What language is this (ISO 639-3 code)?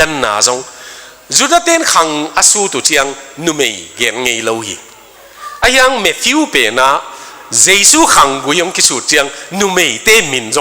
ctd